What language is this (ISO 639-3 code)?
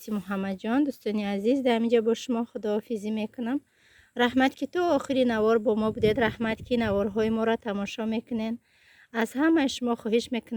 tgk